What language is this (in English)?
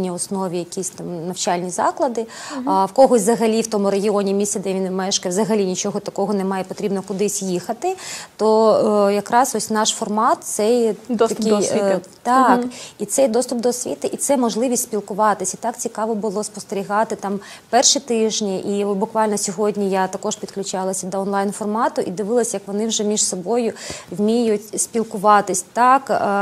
Ukrainian